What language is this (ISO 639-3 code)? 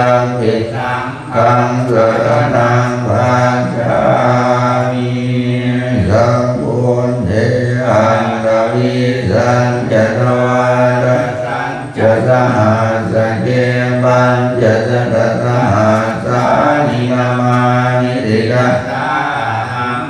pli